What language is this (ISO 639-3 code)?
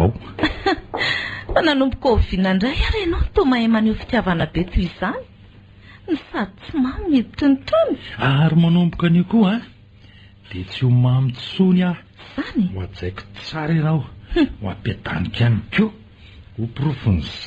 mlg